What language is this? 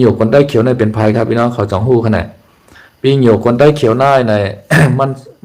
Shan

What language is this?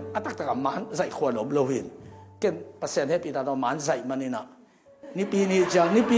Tedim Chin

